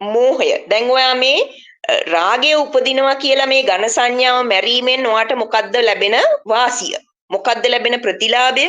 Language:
Sinhala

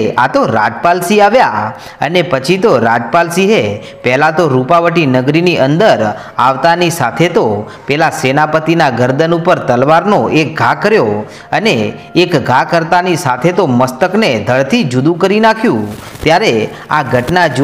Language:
Gujarati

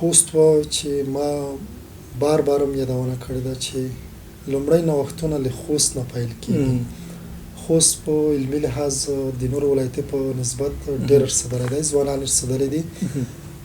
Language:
Pashto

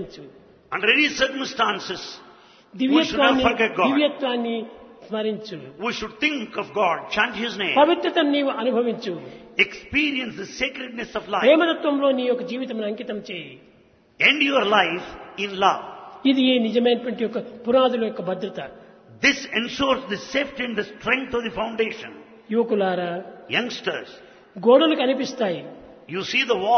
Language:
Telugu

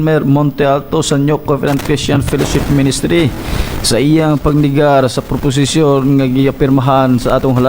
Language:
Cebuano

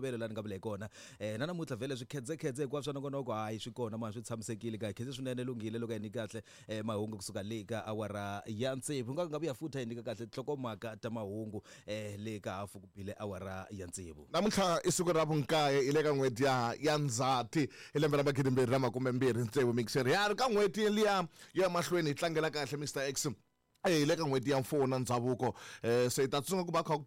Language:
Tsonga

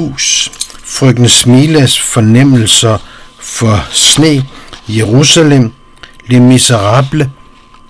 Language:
Danish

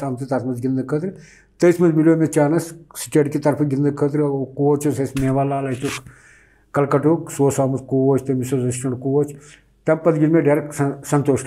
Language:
Kashmiri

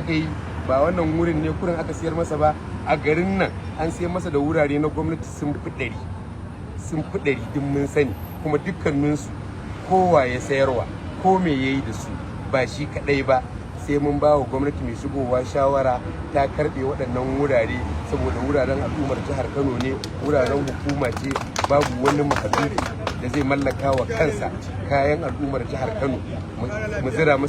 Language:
Hausa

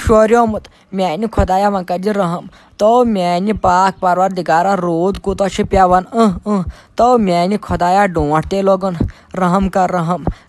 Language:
Kashmiri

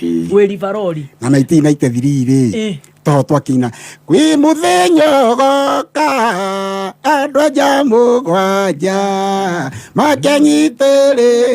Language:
Kikuyu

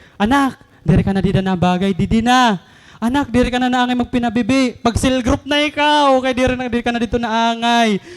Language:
Waray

